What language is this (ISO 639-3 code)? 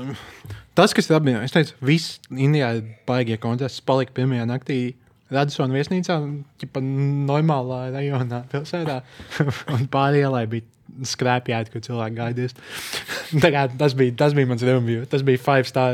lav